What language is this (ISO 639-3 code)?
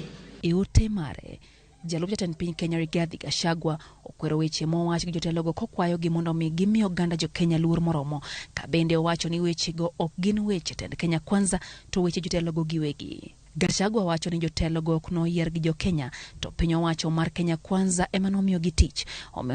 luo